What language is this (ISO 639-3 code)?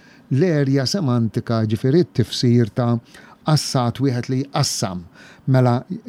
mlt